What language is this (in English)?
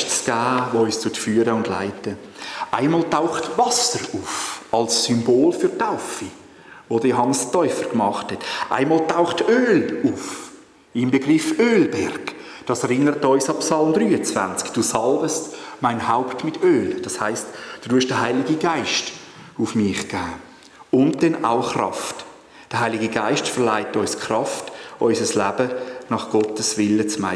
Swiss German